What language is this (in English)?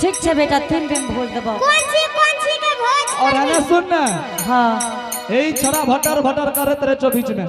Angika